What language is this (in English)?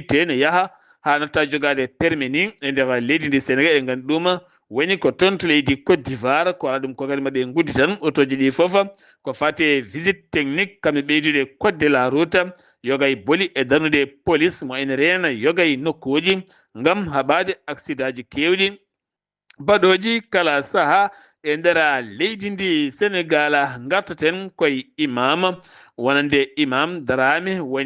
Fula